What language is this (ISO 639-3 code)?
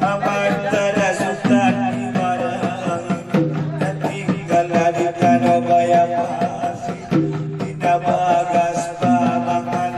akb